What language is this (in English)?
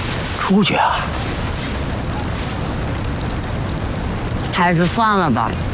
Chinese